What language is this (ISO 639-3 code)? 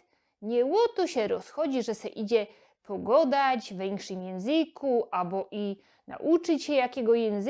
szl